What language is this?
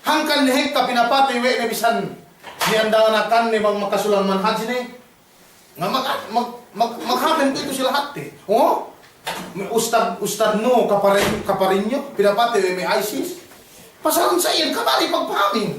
Yakan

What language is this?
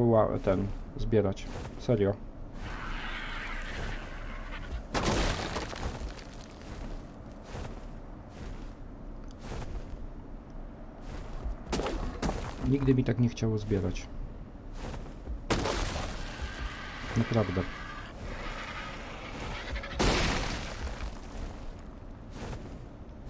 Polish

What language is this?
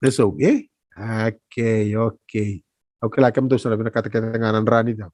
Fijian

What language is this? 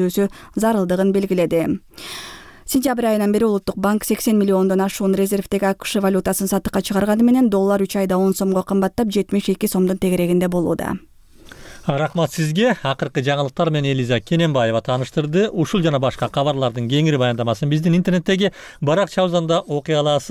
Kyrgyz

